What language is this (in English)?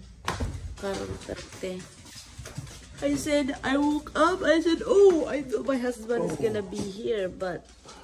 Filipino